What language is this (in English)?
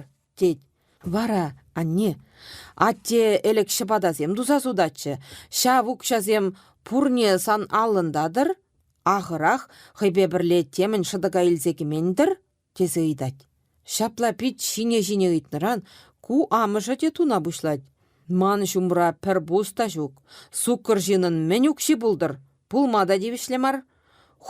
Chuvash